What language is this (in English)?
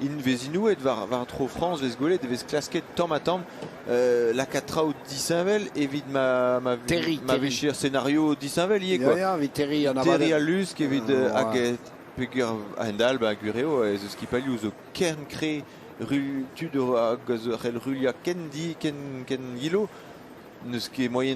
Breton